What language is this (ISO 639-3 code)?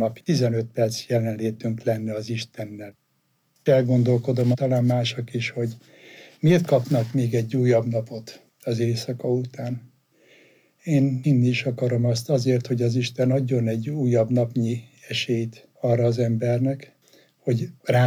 hun